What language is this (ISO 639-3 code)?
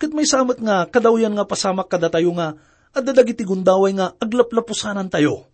ilo